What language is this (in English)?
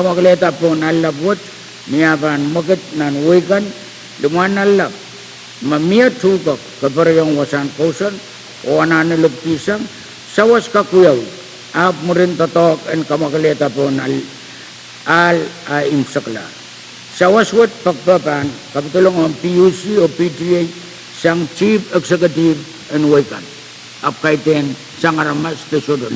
Pohnpeian